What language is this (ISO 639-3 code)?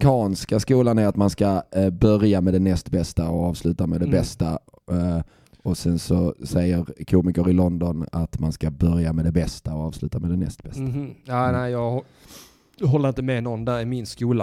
swe